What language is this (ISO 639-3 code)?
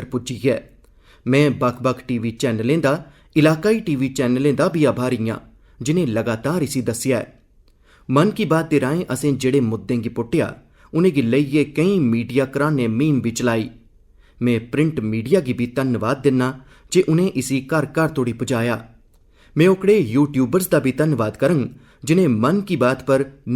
doi